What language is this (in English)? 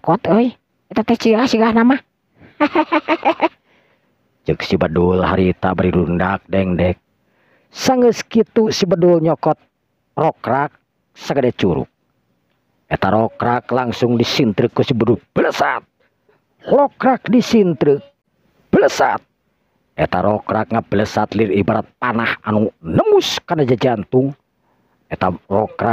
Sundanese